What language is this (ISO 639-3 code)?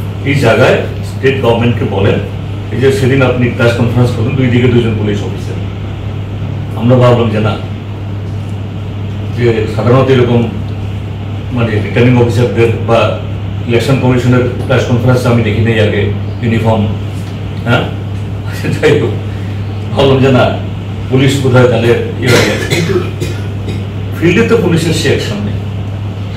ben